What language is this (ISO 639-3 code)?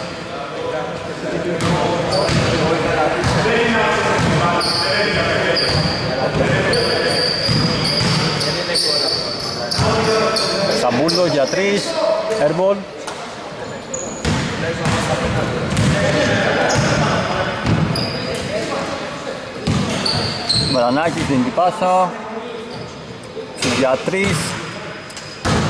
ell